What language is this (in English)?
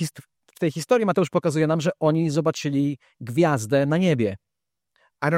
Polish